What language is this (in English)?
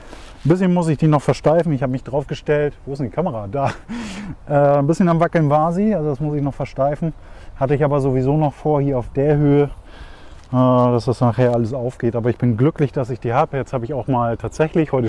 German